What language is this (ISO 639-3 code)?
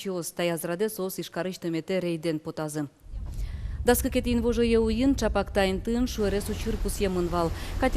udm